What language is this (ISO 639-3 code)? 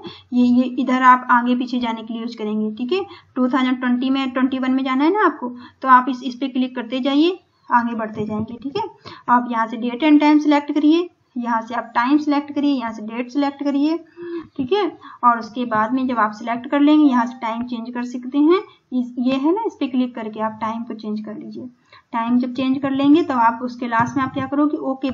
hin